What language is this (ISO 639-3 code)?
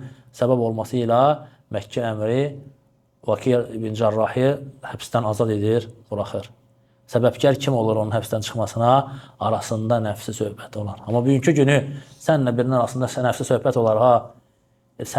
aze